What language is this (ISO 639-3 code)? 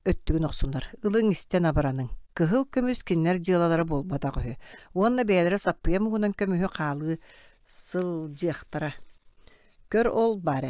sah